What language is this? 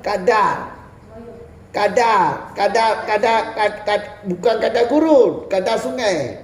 Achinese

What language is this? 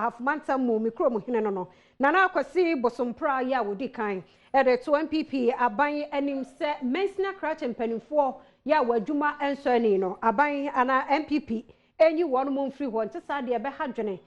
Akan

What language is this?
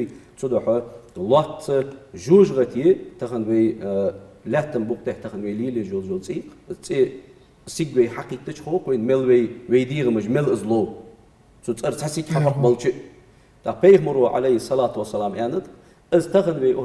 Ingush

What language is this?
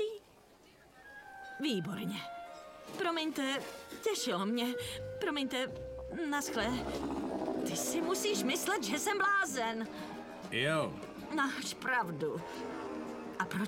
Czech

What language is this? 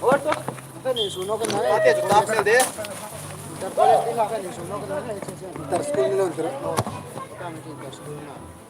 Hmar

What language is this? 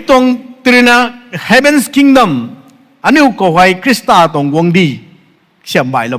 Rongmei Naga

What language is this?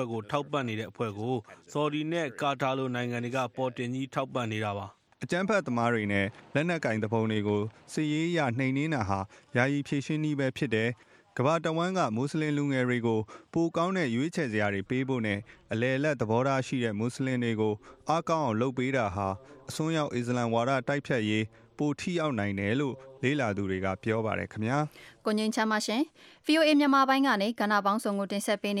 Burmese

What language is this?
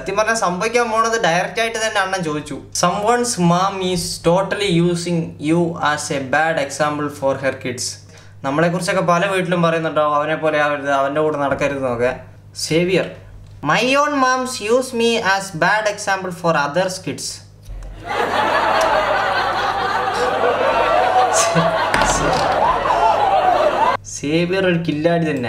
Malayalam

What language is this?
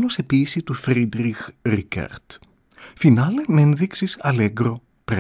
Greek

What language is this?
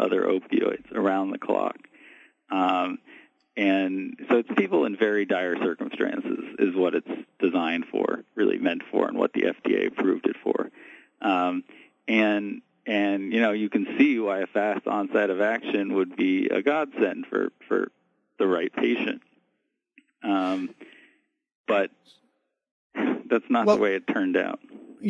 English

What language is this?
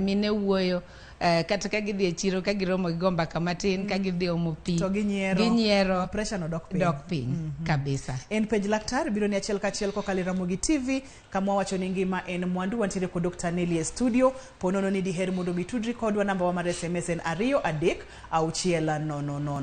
Luo (Kenya and Tanzania)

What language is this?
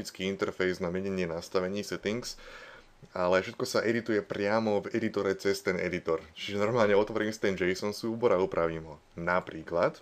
Slovak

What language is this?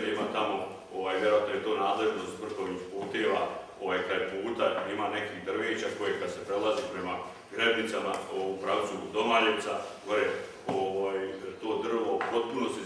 Croatian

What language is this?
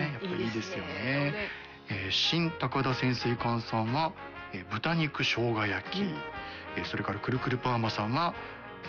Japanese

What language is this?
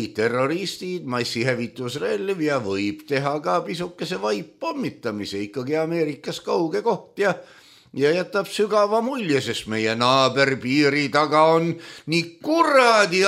Estonian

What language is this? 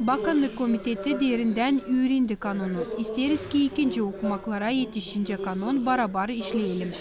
Gagauz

